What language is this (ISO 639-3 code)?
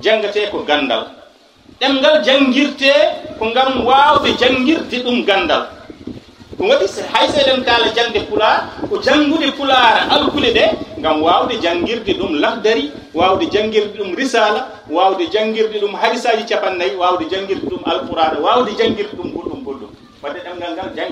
ful